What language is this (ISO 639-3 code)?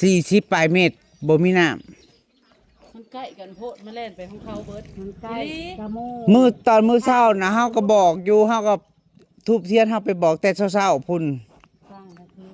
tts